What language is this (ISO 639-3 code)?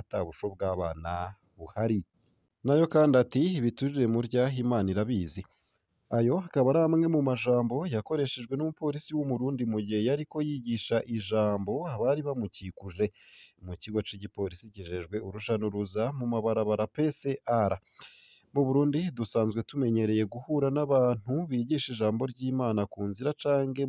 run